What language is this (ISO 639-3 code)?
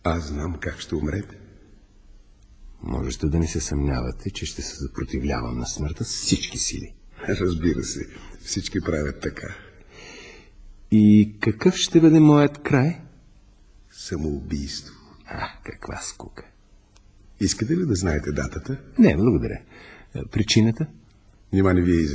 bul